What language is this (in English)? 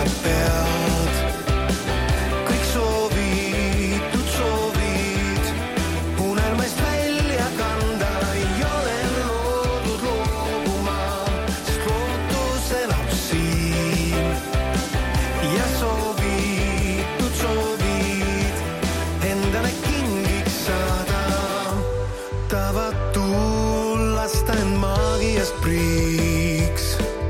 Estonian